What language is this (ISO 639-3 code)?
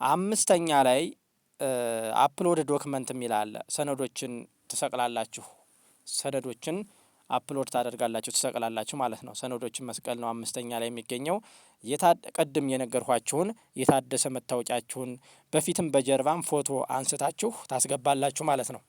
amh